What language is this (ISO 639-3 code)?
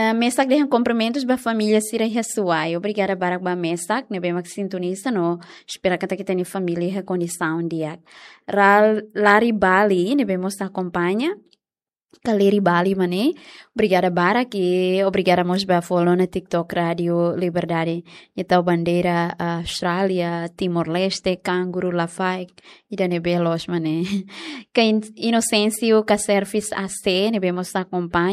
tet